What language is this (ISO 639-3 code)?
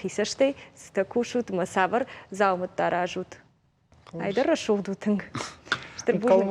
oss